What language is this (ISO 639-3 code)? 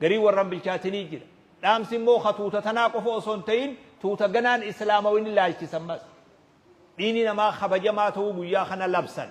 orm